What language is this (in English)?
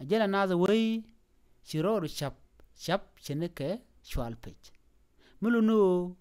Nuer